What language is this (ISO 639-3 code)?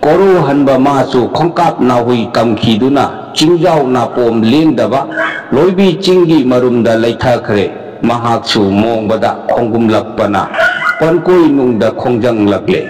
mni